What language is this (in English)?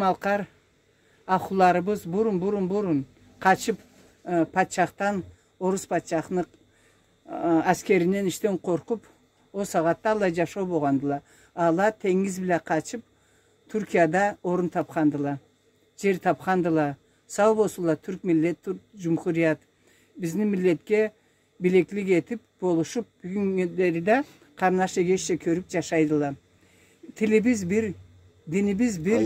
Karachay-Balkar